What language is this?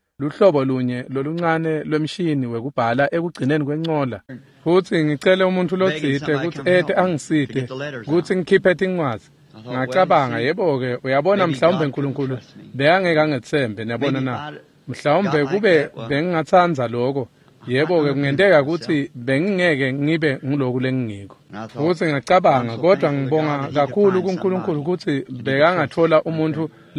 Swati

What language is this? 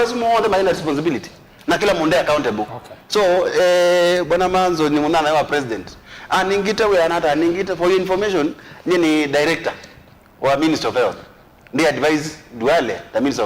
Kamba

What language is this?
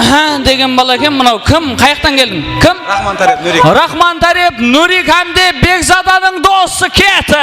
Kara-Kalpak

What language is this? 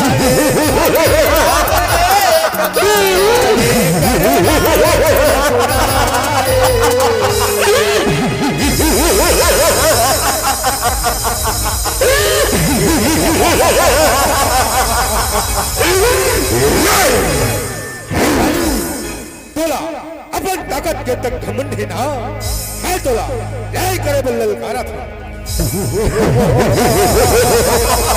Chhattisgarhi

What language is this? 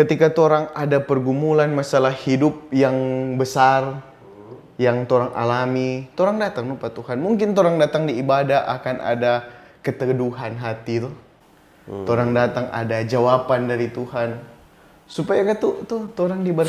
Manado Malay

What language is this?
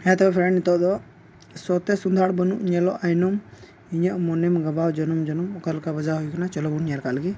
Santali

